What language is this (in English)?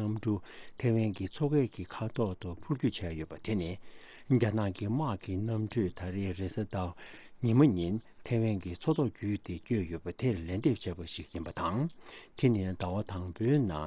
Tibetan